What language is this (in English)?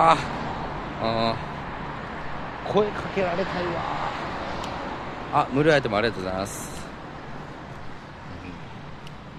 Japanese